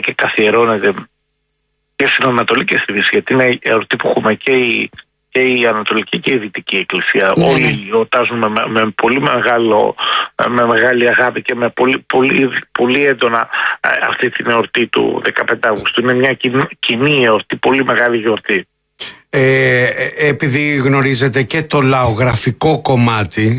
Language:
Greek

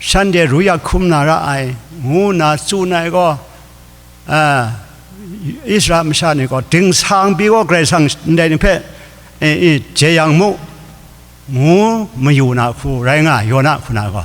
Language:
Kachin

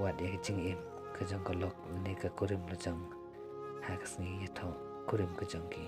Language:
Khasi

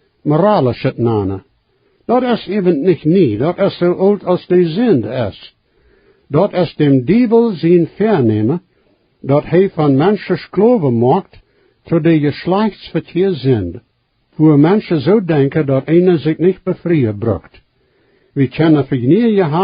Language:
Plautdietsch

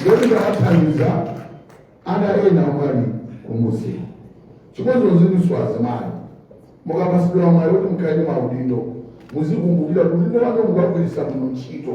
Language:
Nyanja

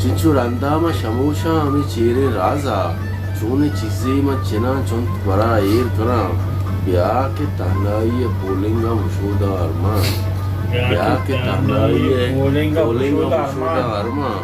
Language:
Baluchi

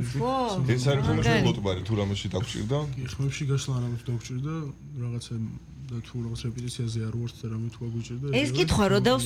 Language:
Georgian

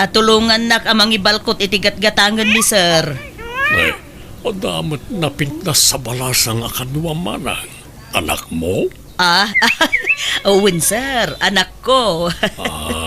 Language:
Iloko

